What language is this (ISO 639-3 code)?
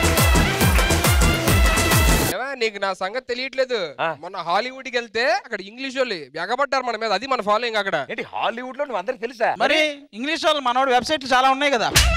tel